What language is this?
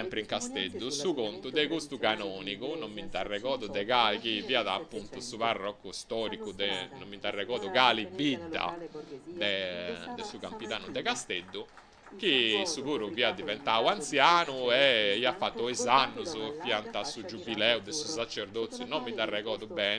Sardinian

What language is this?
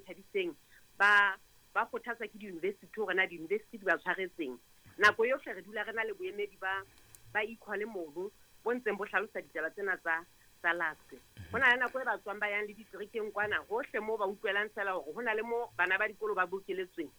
Southern Sotho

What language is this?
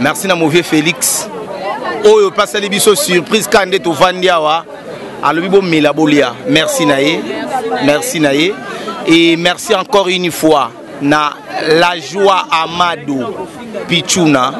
Lingala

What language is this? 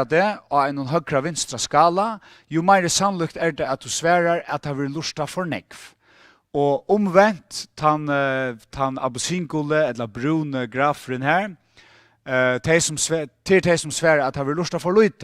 Faroese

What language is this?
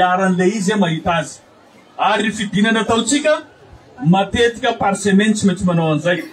Malagasy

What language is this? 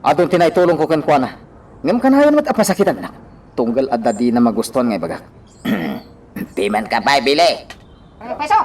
Iloko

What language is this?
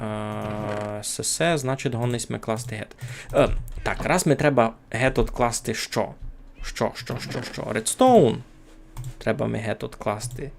Rusyn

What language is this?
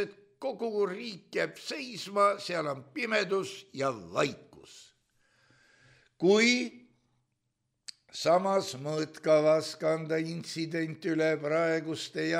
Estonian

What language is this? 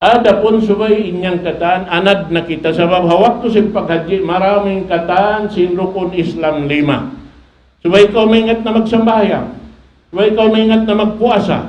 Tausug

